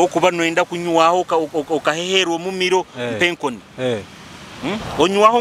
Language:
Nyoro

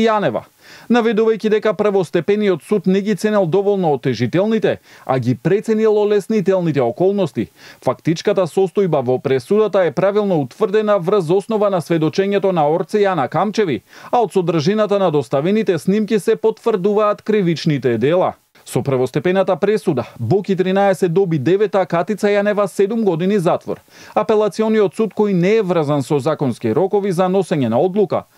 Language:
Macedonian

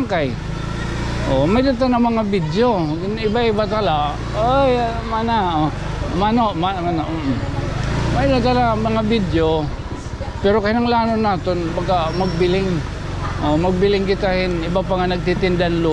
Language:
Waray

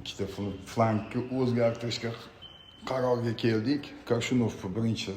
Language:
Uzbek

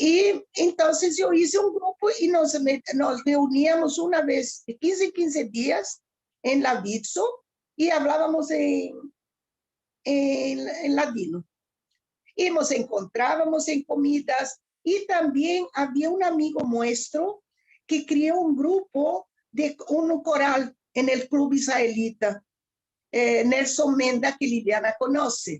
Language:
Ladino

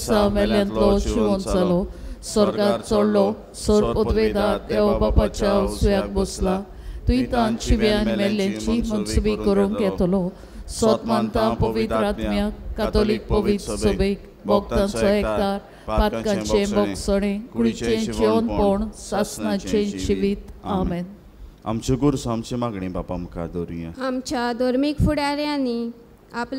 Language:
Konkani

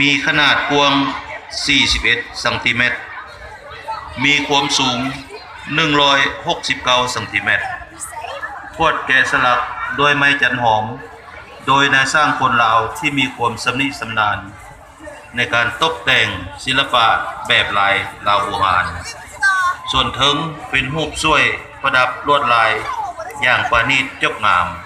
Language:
Lao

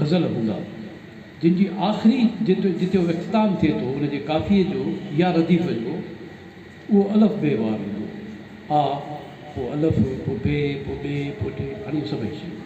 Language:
Sindhi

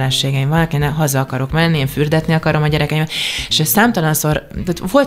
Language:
Hungarian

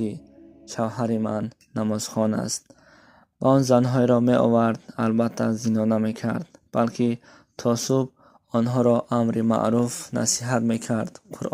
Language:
Tajik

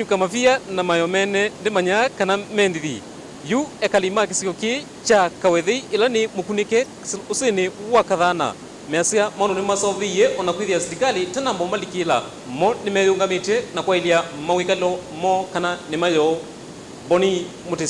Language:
Kamba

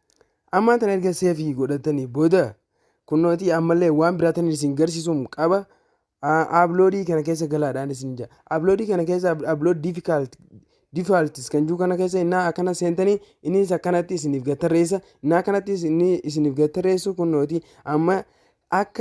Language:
Oromo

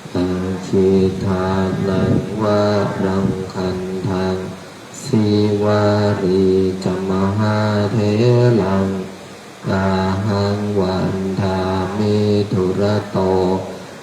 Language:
Pali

